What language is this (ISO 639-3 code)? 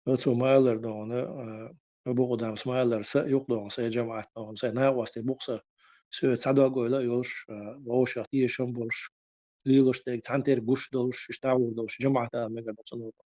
che